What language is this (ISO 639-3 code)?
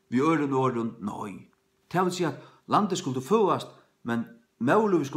fao